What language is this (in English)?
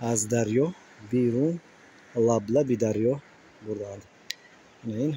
Tajik